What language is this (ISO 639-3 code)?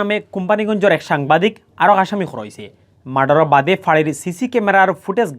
syl